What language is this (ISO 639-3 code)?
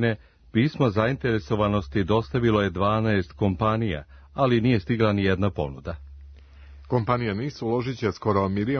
srp